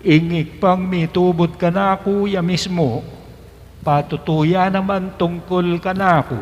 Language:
Pampanga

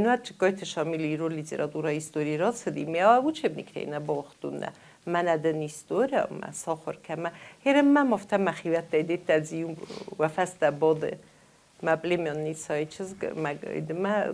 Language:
Ossetic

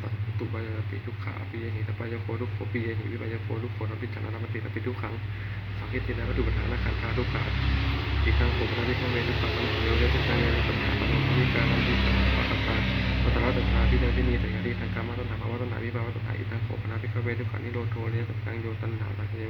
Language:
Pali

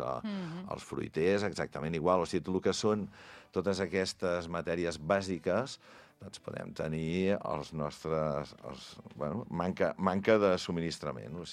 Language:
Catalan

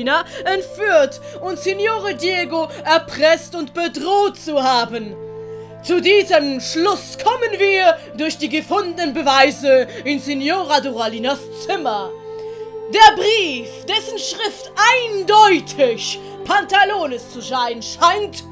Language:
Swiss German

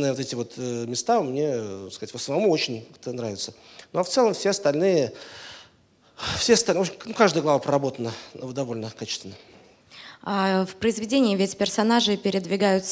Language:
Russian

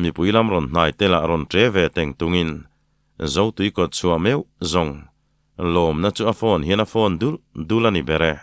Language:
Mizo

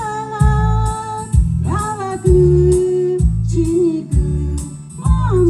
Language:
Lahu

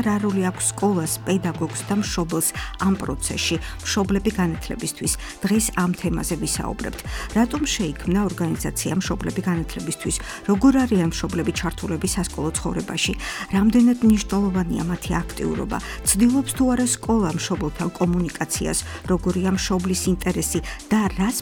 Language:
Georgian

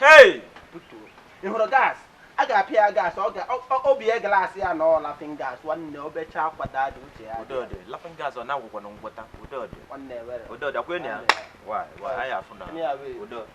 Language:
Igbo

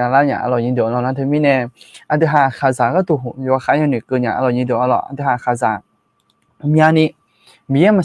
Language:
Akha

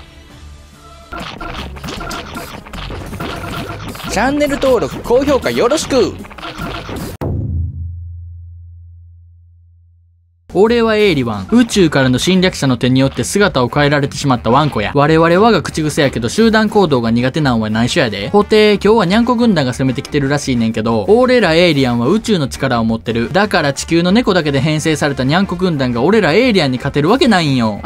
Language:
Japanese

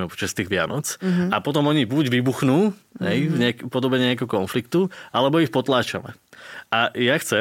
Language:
Slovak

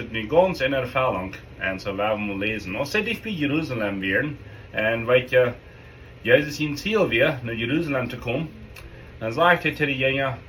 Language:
Plautdietsch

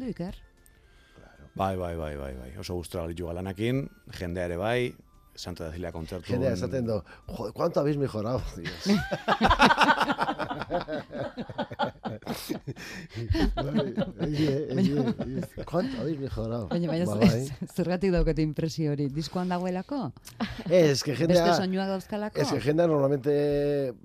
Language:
Basque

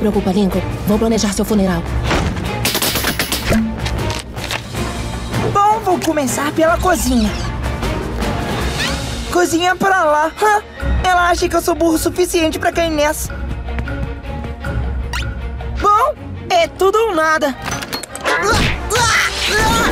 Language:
Portuguese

